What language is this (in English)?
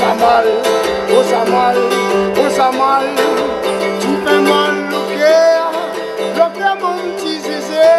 Réunion Creole French